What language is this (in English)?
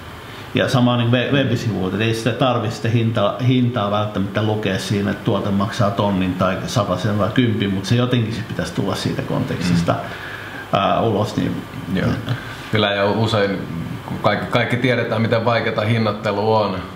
Finnish